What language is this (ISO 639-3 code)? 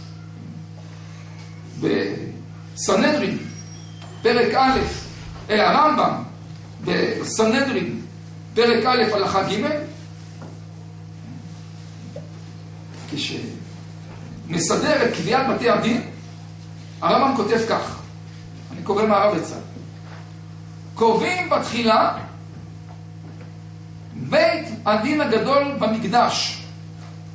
heb